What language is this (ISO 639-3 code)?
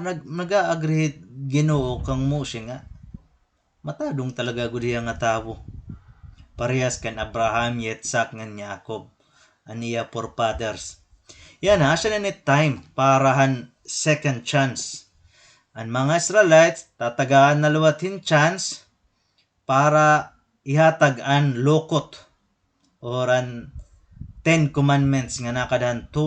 war